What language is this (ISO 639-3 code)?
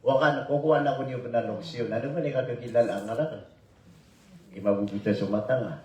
mrw